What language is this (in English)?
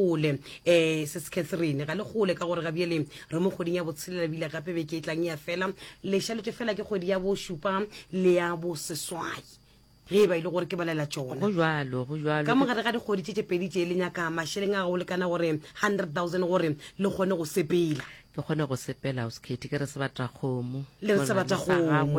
Northern Sotho